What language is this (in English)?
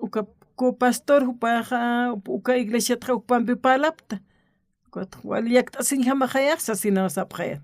Aymara